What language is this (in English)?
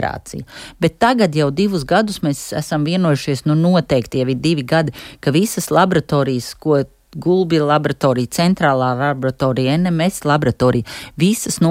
Latvian